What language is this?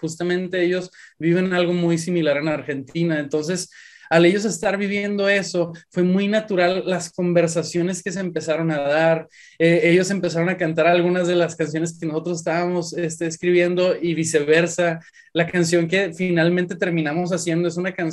Spanish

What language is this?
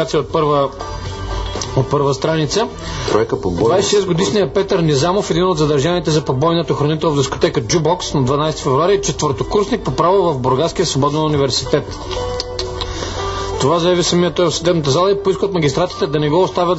Bulgarian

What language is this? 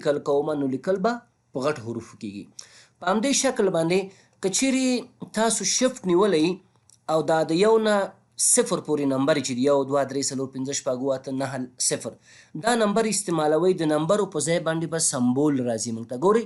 Pashto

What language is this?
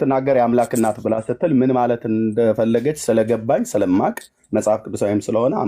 Amharic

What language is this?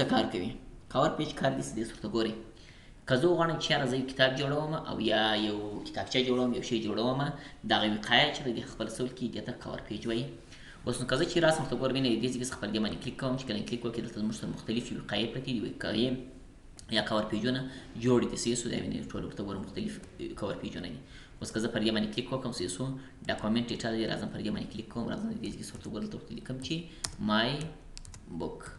Pashto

